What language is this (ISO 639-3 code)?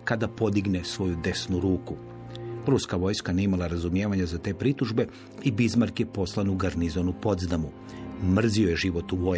hrv